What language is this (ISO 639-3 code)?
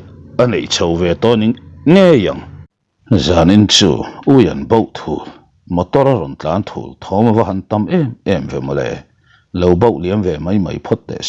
lus